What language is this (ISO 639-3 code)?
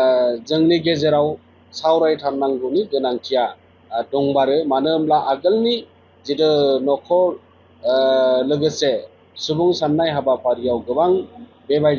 brx